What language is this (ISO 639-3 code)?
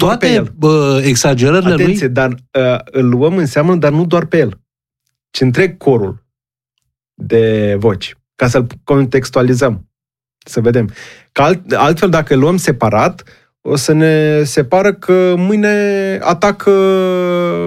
ron